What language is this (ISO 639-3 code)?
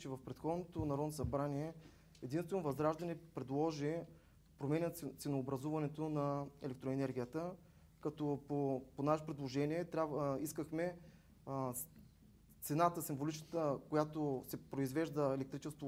bul